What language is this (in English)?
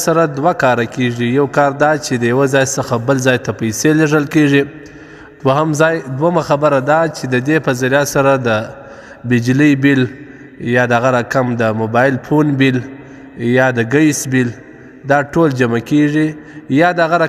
Pashto